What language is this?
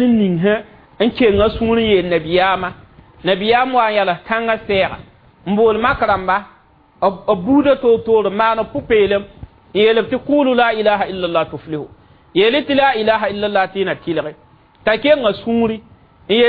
Mossi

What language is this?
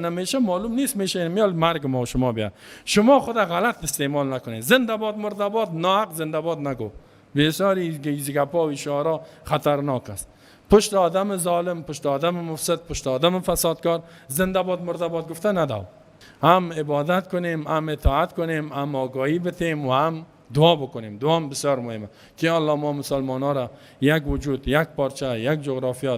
Persian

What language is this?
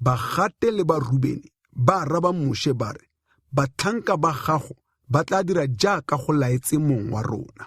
Tswana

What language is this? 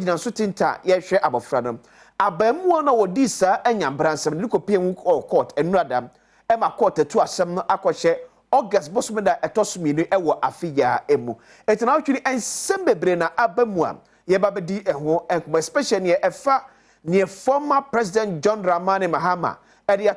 Akan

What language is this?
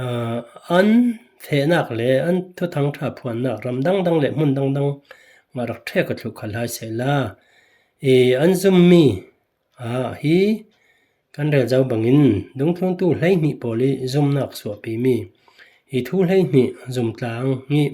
Falam Chin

